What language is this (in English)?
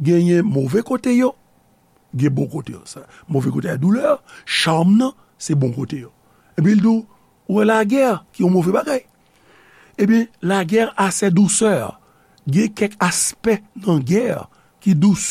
Haitian Creole